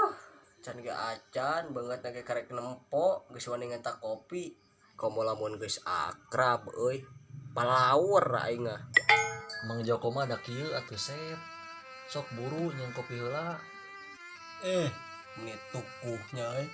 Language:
Sundanese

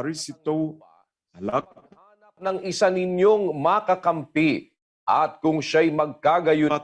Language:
Ewe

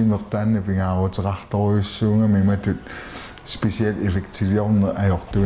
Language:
Kalaallisut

